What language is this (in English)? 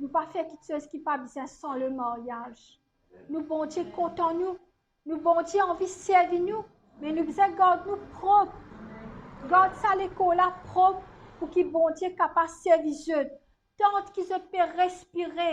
Morisyen